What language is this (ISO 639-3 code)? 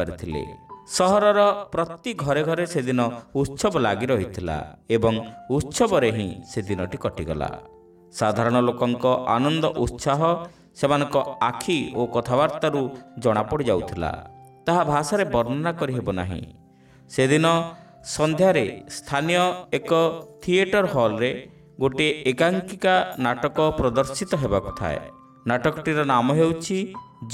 ori